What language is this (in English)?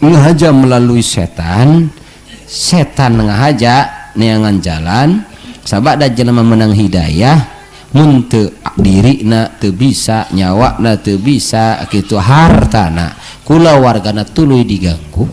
Sundanese